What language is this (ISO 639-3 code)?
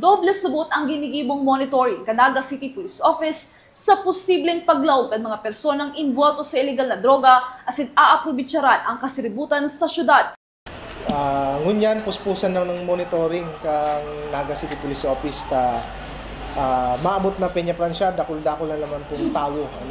bik